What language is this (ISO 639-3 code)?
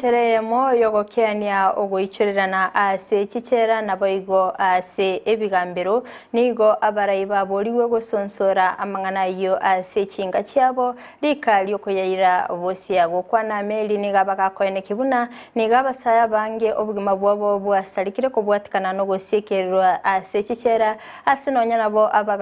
guz